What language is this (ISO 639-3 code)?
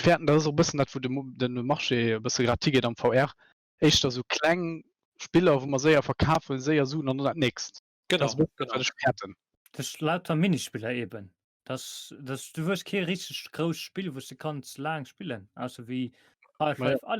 ltz